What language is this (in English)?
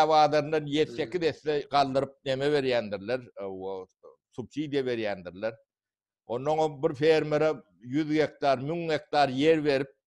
Turkmen